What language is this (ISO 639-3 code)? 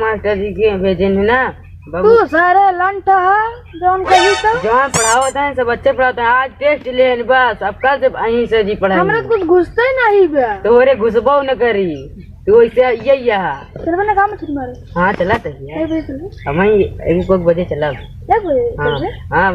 awa